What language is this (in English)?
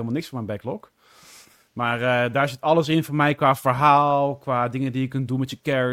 Dutch